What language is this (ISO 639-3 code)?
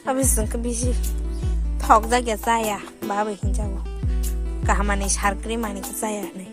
trp